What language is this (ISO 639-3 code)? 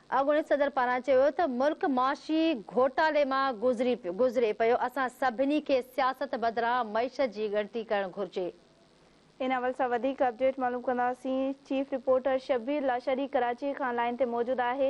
snd